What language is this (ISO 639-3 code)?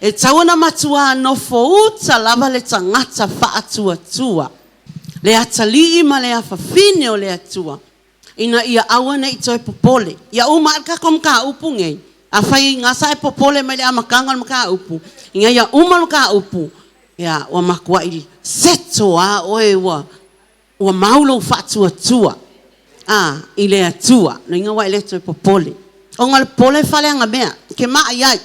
smo